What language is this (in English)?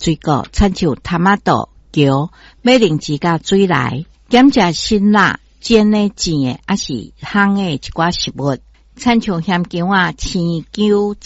Min Nan Chinese